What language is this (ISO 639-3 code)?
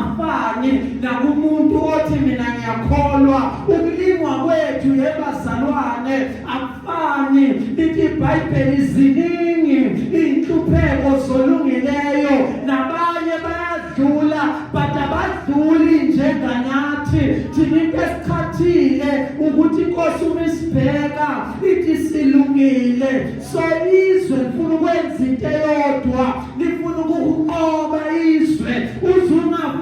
zul